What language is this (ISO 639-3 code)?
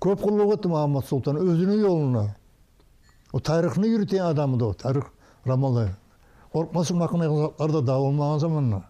kum